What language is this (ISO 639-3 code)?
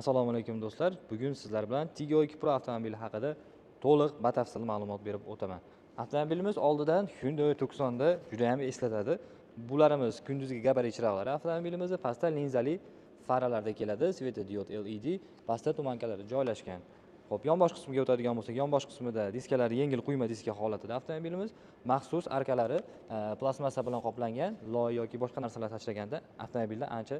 uzb